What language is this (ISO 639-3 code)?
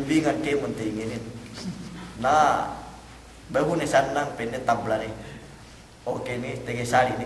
yka